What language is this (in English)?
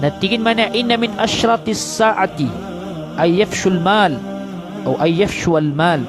Maranao